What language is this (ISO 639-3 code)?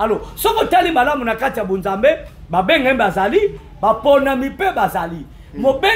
lin